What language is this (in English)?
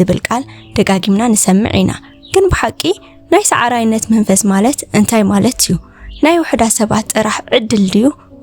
Tigrinya